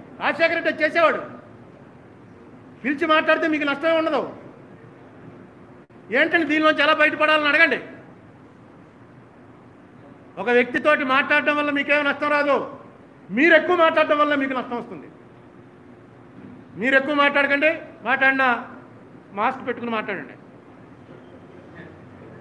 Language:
Telugu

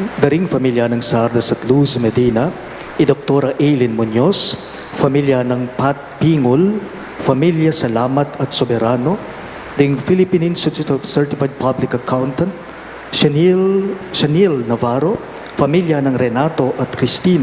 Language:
Pampanga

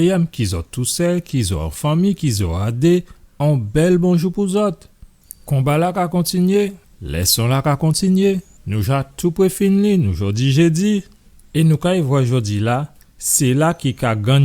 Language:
Guadeloupean Creole French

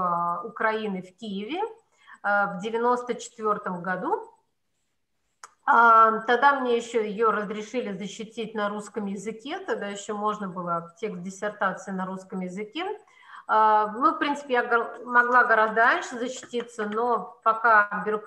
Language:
Russian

